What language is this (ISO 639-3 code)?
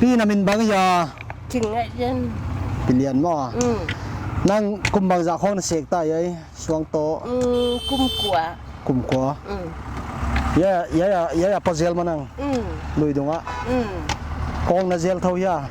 pck